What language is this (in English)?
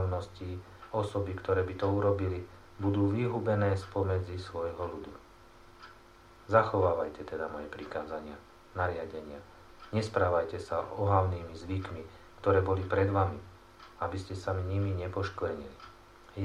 Slovak